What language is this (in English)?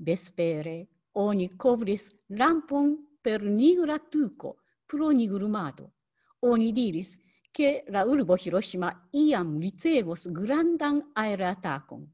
Esperanto